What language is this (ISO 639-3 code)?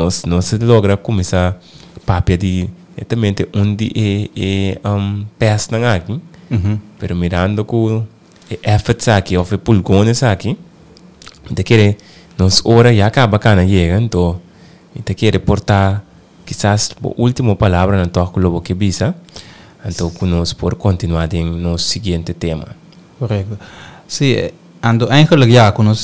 pap